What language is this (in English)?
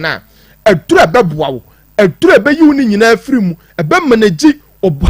Akan